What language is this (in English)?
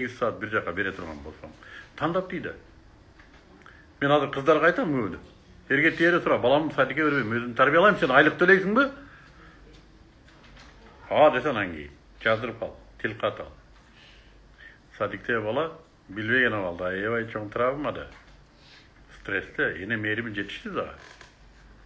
Kyrgyz